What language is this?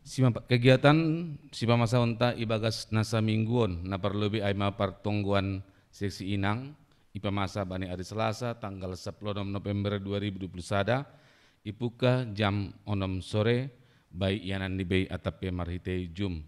Batak Simalungun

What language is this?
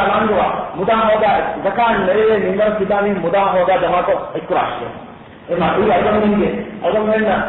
Divehi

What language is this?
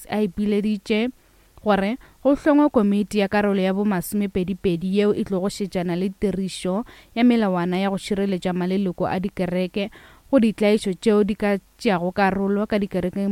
Northern Sotho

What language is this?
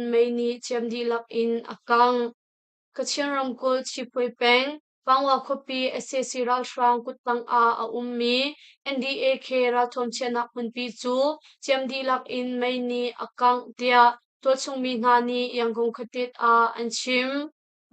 Hakha Chin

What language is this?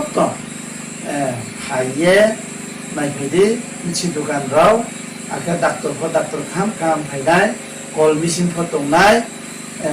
Riang (India)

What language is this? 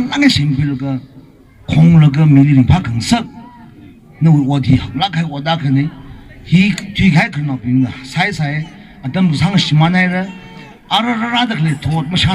Tangkhul Naga (India)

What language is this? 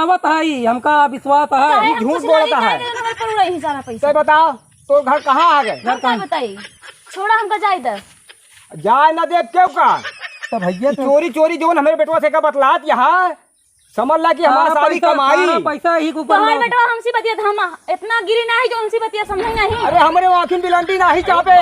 Awadhi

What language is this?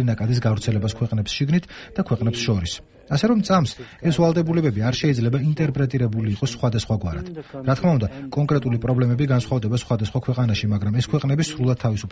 Georgian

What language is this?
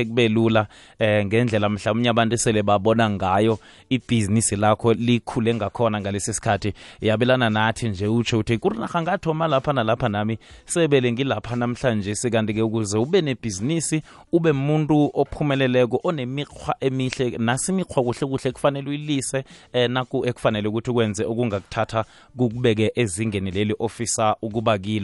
South Ndebele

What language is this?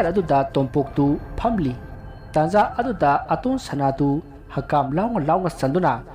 Manipuri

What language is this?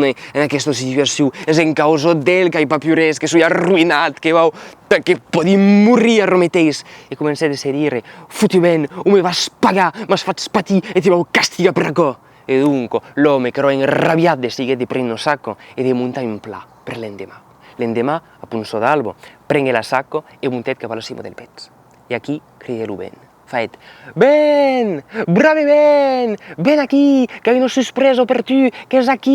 Occitan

